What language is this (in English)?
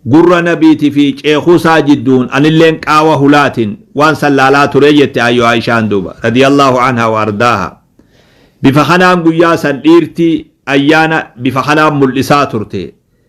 Oromo